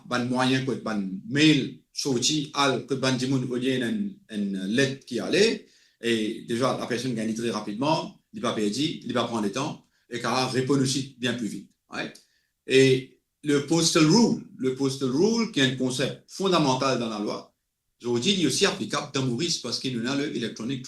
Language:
Morisyen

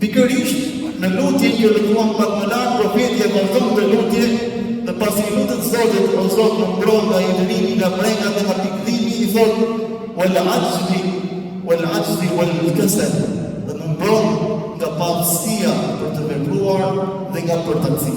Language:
Albanian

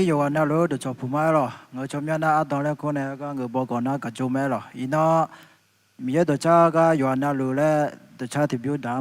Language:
Akha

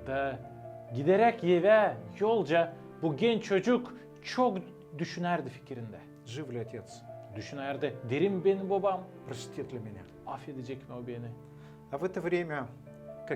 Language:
Gagauz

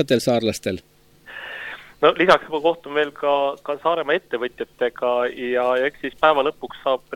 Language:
Estonian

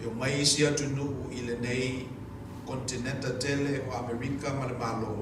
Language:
Samoan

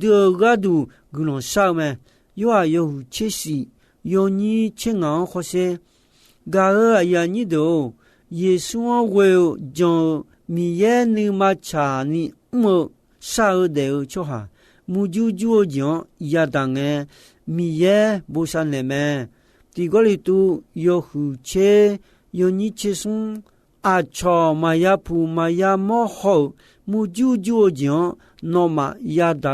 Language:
Akha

